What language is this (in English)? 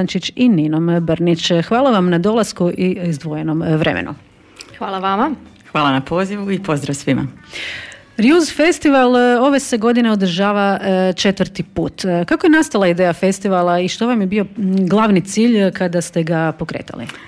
Croatian